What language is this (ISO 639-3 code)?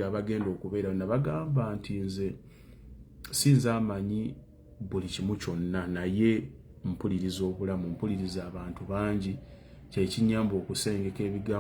lug